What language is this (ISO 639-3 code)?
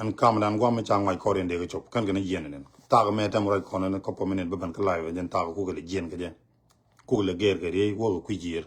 nus